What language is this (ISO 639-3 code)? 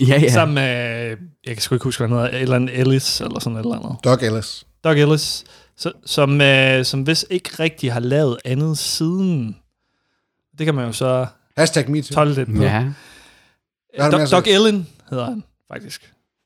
dan